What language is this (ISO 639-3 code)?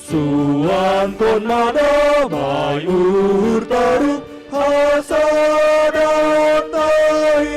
bts